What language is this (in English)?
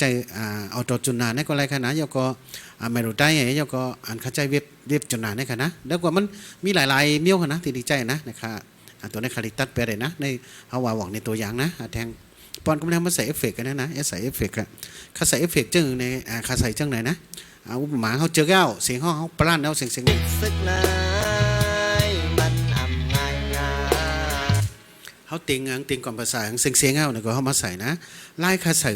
Shan